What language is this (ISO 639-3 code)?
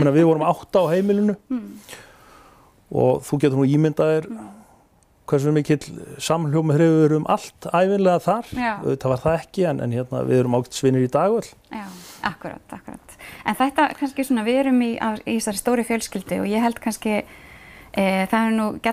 isl